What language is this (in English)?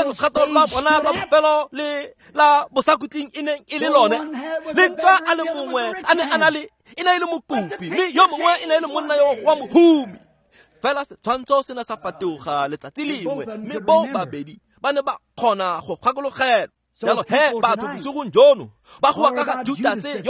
Tswana